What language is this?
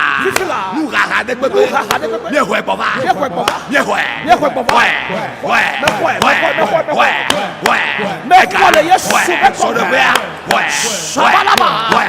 Ewe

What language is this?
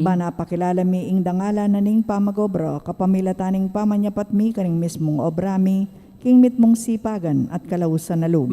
Pampanga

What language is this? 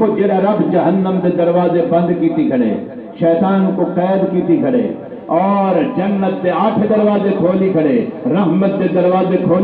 Saraiki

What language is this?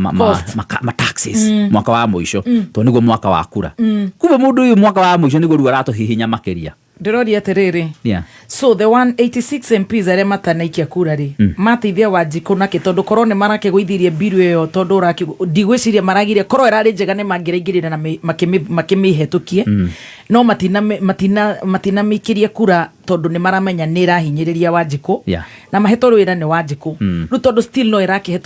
Kikuyu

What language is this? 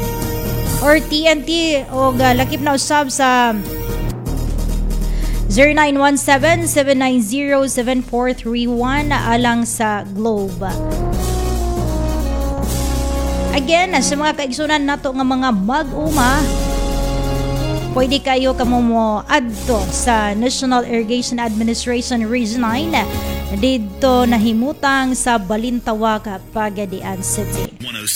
Cebuano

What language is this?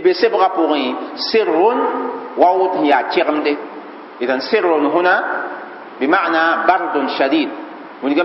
Mossi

